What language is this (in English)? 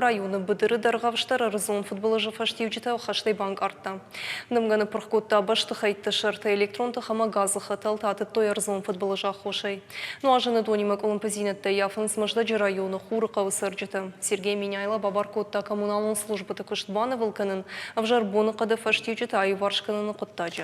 Ossetic